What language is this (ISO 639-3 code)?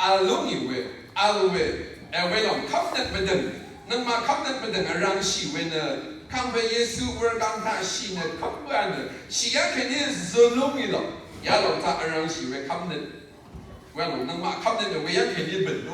raw